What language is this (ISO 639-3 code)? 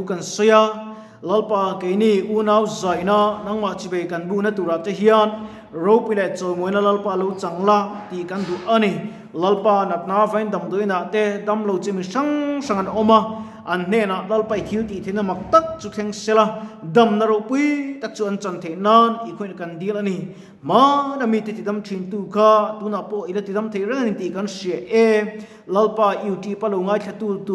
lus